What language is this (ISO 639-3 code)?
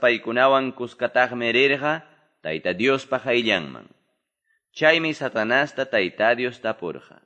que